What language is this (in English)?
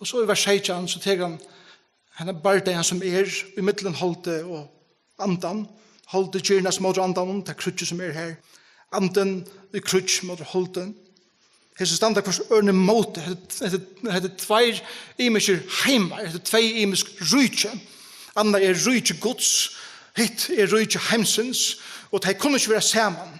Faroese